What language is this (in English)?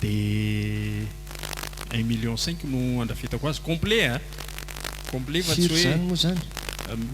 Malagasy